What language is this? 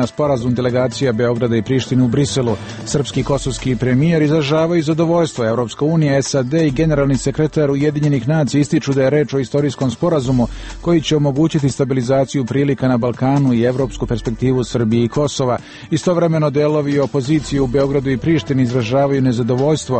Serbian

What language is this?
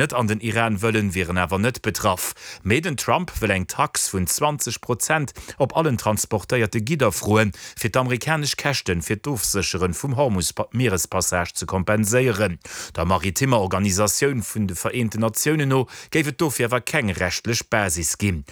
Luxembourgish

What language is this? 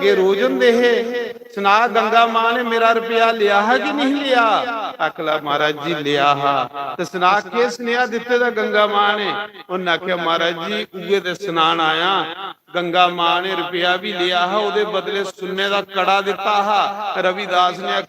Dogri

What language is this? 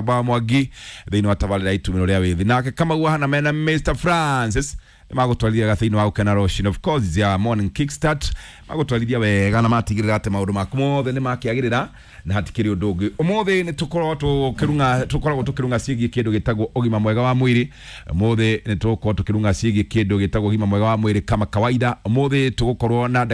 Kikuyu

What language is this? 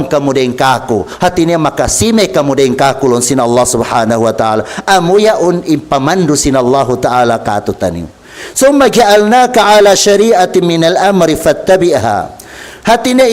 Tausug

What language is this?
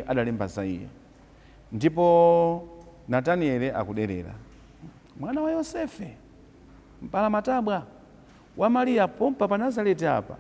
Nyanja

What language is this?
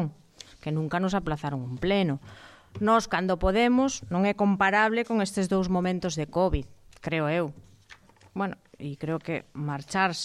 Galician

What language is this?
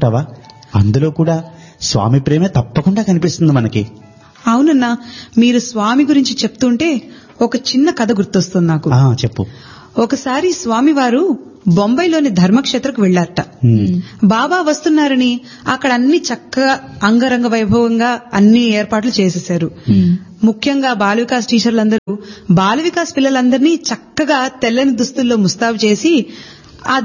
Telugu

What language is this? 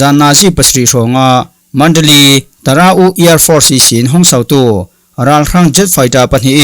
Falam Chin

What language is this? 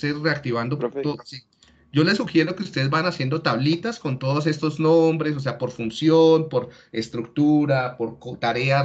Spanish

